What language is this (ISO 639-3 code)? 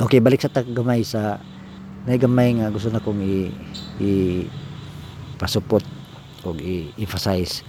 ceb